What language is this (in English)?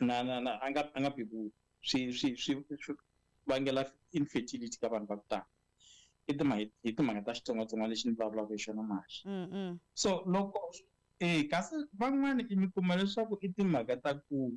Tsonga